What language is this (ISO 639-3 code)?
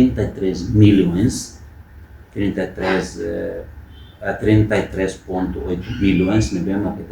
tet